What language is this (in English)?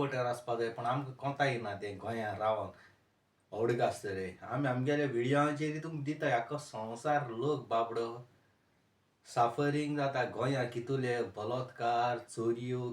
Konkani